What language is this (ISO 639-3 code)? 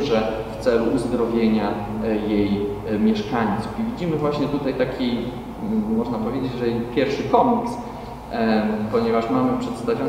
pol